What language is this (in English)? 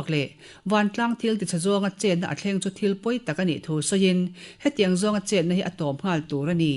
Mizo